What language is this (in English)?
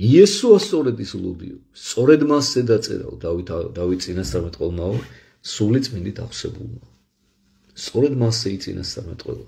Georgian